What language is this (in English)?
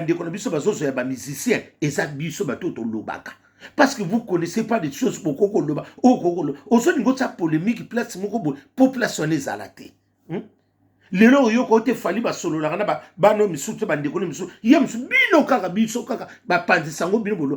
Lingala